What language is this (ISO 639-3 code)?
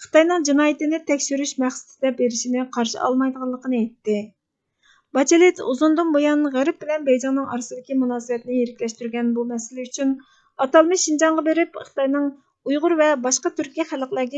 uig